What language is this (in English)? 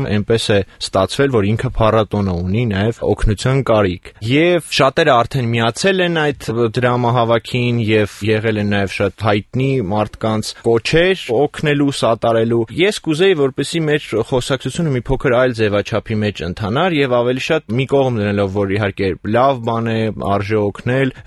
Armenian